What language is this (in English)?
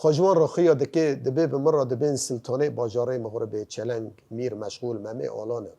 Kurdish